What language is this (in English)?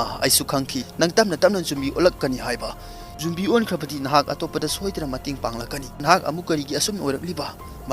Manipuri